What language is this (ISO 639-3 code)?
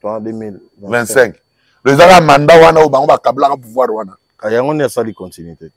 lin